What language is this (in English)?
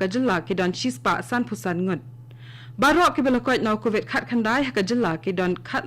Khasi